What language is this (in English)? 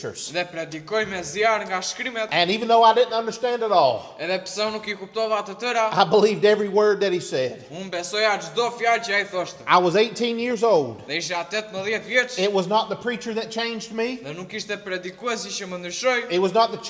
Albanian